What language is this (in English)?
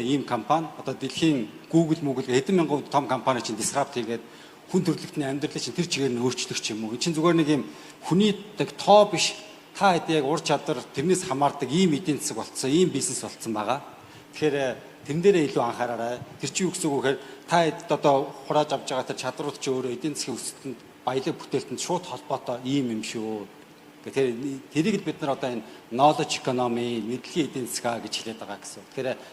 Mongolian